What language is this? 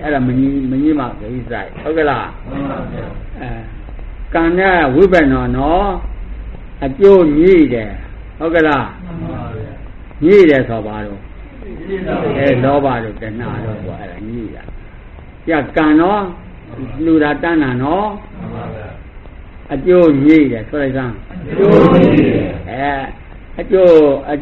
Burmese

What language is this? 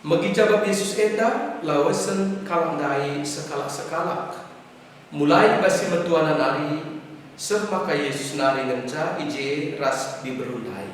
Batak Karo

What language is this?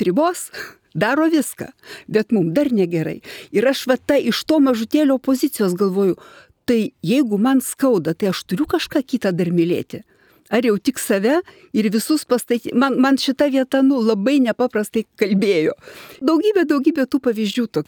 Lithuanian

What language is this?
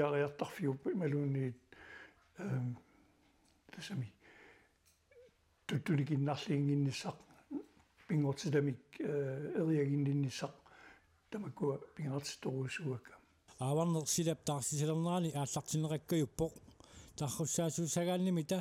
Kalaallisut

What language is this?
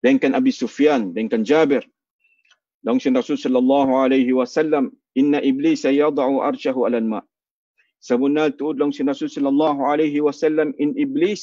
Tausug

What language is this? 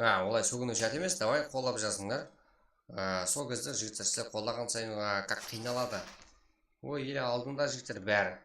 Kara-Kalpak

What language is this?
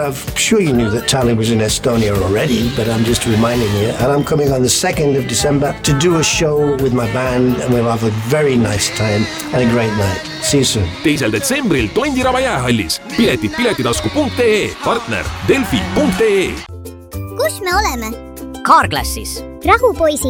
Estonian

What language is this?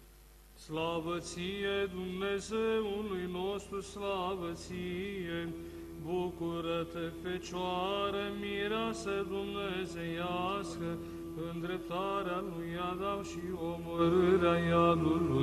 Romanian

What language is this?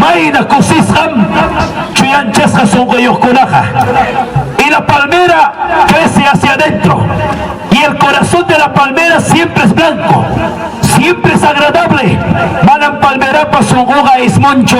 Ayacucho Quechua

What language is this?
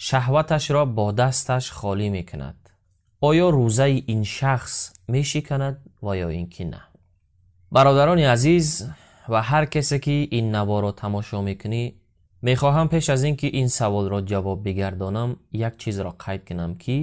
Tajik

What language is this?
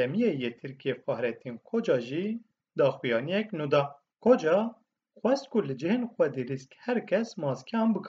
Kurdish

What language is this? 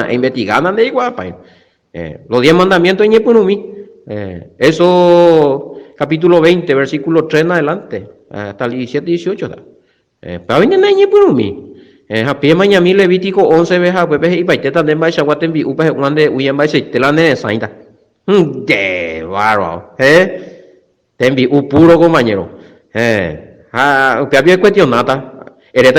Guarani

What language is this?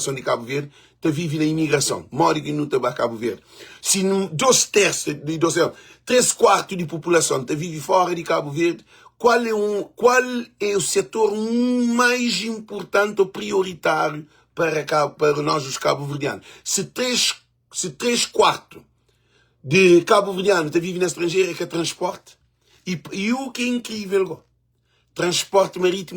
Kabuverdianu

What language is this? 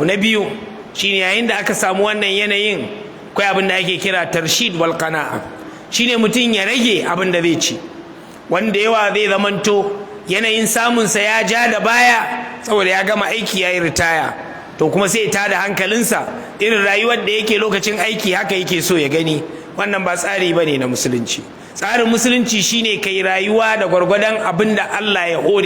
Hausa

